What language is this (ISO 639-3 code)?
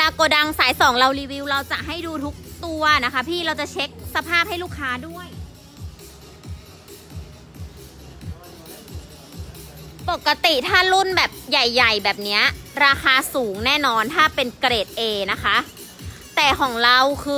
tha